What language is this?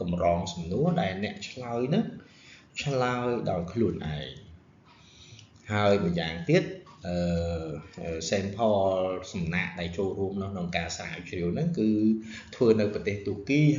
Khmer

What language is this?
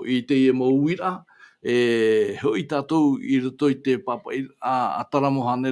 Tahitian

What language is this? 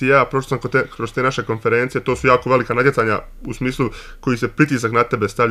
Croatian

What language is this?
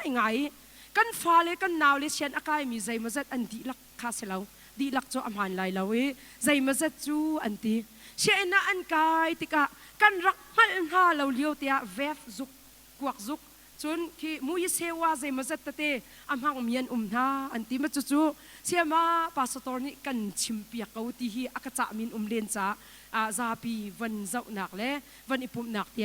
Hakha Chin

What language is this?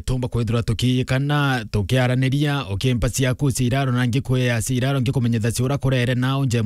Meru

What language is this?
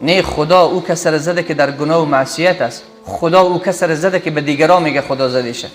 Persian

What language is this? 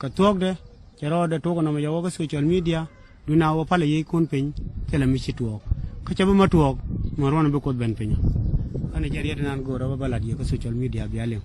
Nuer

